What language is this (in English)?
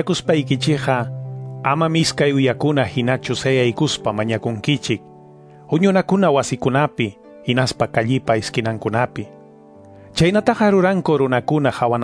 Quechua